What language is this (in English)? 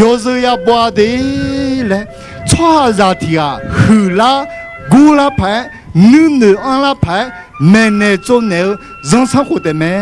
Akha